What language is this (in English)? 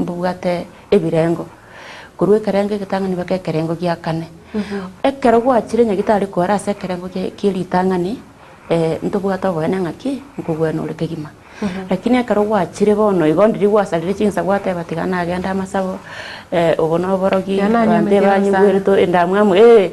Gusii